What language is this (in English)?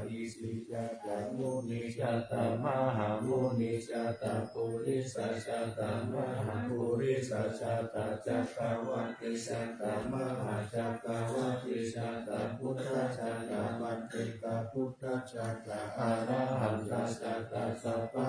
Pali